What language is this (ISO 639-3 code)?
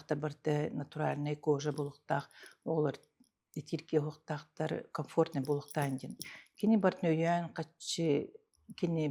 sah